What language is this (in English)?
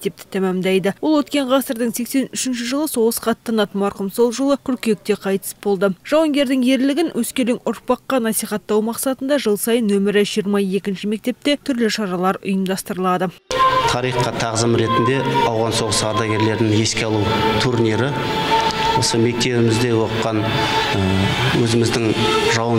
Kazakh